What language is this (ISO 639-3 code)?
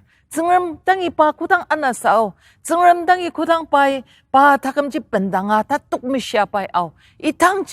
njo